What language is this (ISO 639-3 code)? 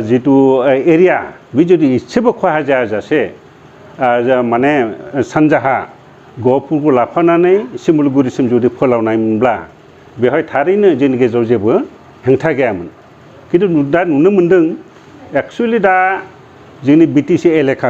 brx